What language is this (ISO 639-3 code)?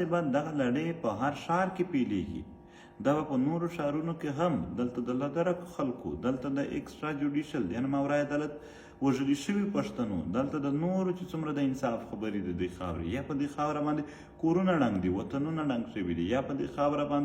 pus